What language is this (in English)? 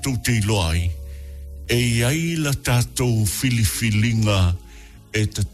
Samoan